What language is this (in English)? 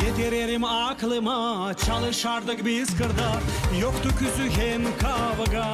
Gagauz